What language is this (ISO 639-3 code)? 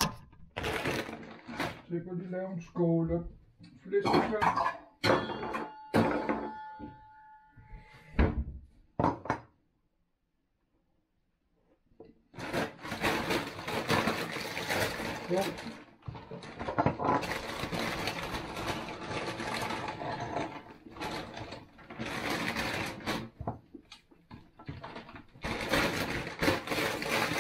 dan